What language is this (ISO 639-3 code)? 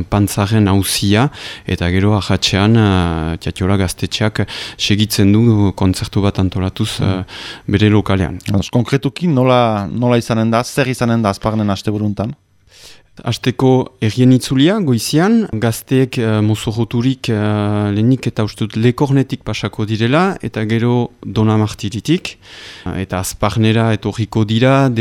eus